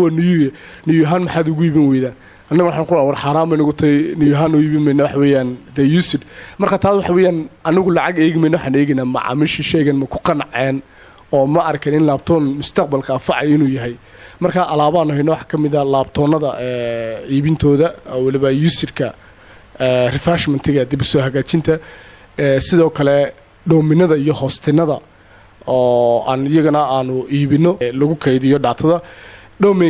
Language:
Somali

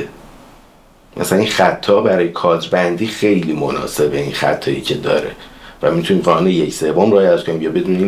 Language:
Persian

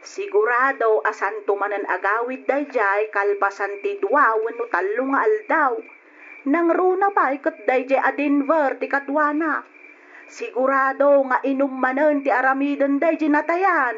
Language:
Iloko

